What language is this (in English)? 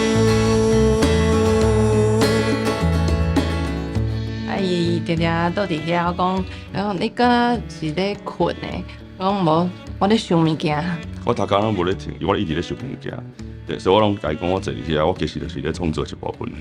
Min Nan Chinese